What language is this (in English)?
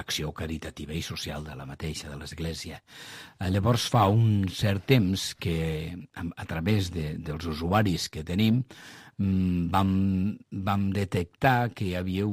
Catalan